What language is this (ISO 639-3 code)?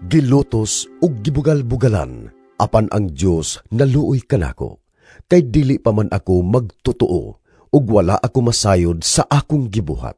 ceb